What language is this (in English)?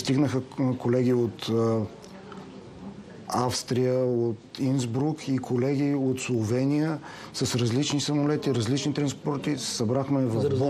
Bulgarian